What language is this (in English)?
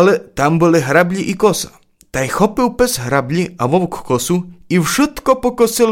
Rusyn